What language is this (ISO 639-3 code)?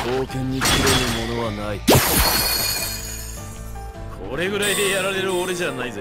jpn